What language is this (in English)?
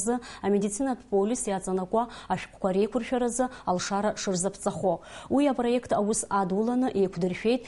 Abkhazian